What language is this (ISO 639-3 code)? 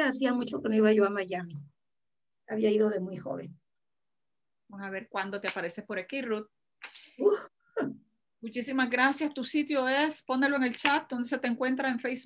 spa